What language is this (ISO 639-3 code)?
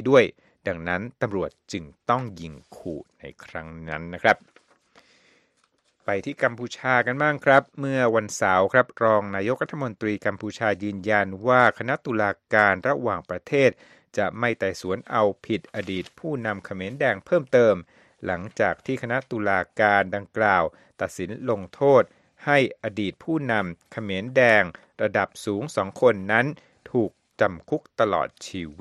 tha